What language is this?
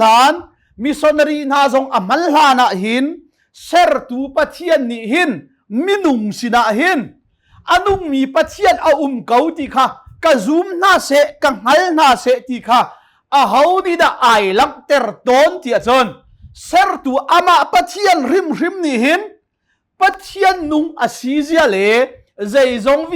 Hakha Chin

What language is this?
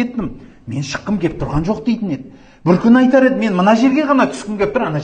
Kazakh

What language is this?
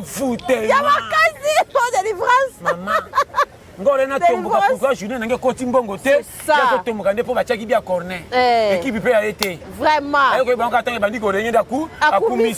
Lingala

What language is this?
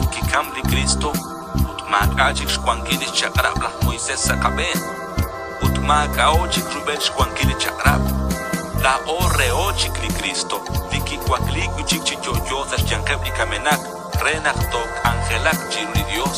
Kekchí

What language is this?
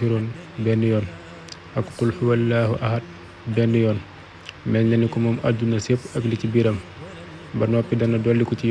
Wolof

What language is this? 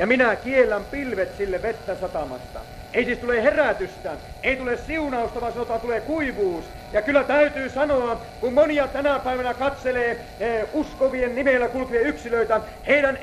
Finnish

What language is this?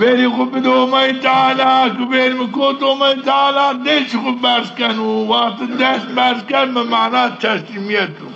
Zaza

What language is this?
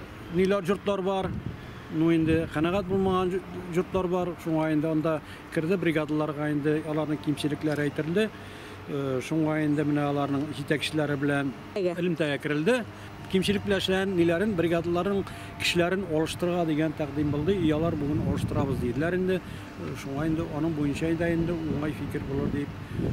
Tatar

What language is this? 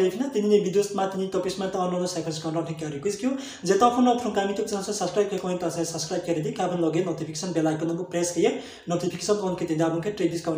Riang (India)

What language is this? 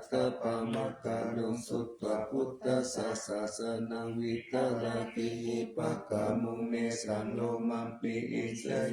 Pali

